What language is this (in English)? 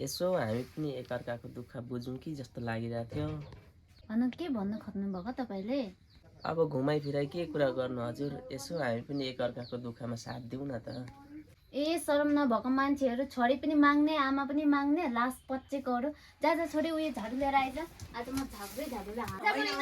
Nepali